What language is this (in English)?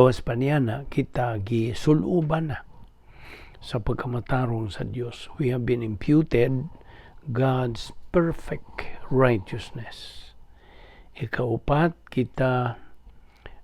Cebuano